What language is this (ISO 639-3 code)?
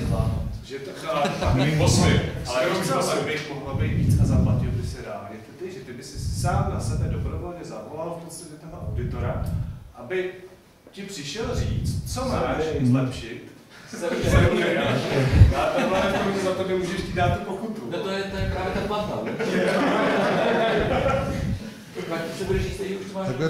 ces